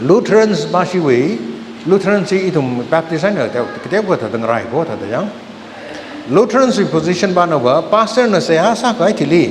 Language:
Tangkhul Naga (India)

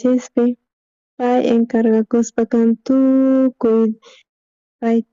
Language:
South Bolivian Quechua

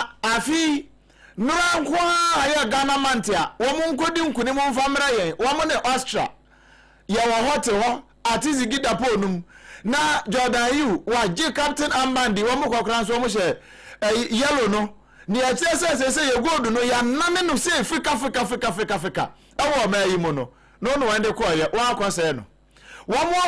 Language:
Akan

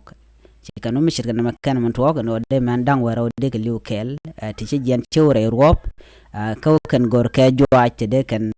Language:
Nuer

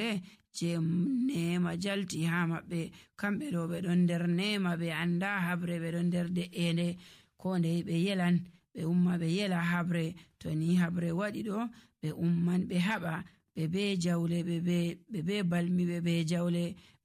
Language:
Nigerian Fulfulde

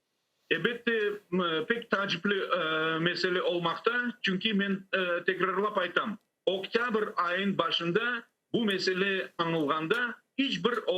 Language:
Crimean Tatar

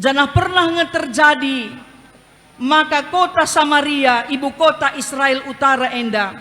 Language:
Batak Karo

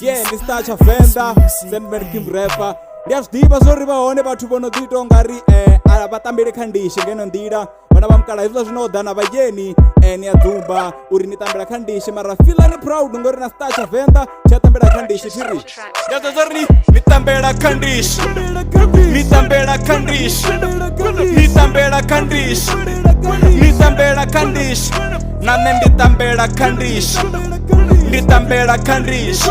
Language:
Venda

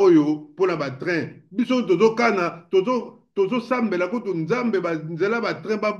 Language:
Lingala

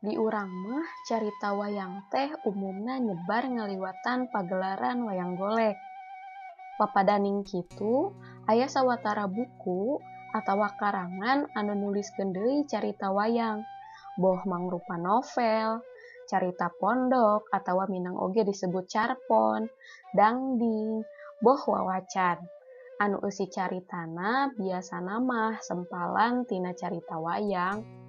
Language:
Sundanese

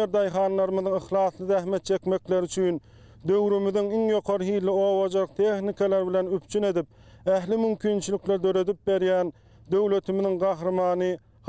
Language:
Turkmen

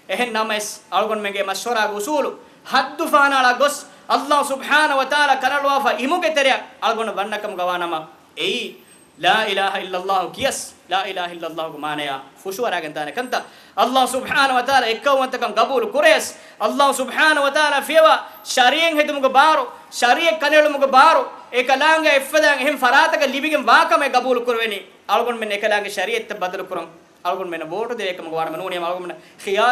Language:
Divehi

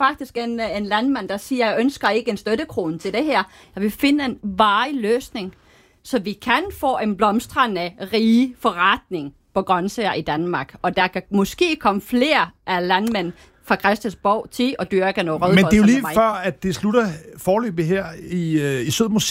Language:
Danish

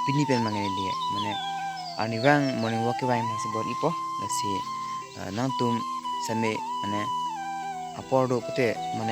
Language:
Karbi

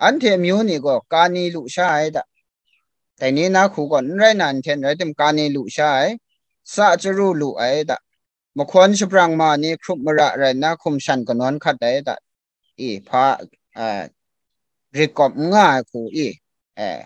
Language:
Kachin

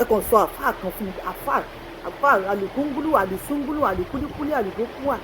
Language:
Yoruba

